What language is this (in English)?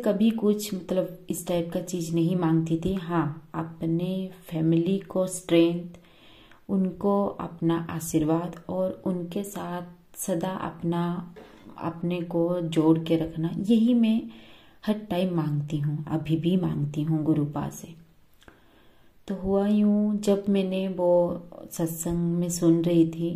Hindi